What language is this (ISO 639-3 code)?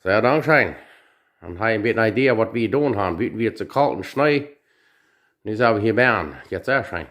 pdt